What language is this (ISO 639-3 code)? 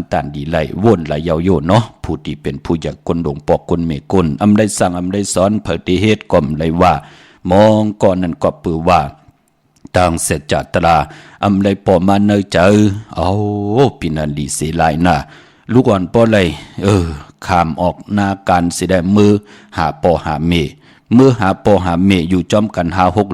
shn